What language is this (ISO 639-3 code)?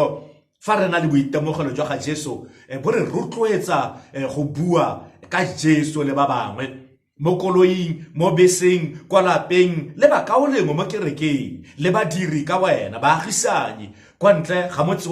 tsn